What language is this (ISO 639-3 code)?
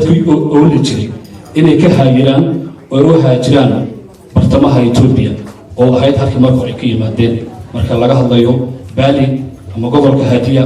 som